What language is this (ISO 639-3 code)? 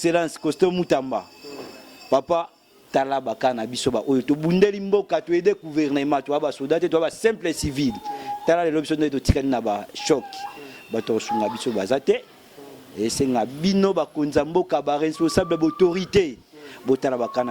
lin